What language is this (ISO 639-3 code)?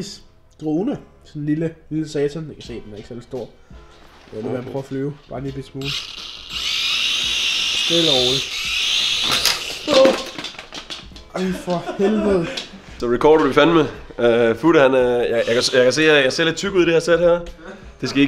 dan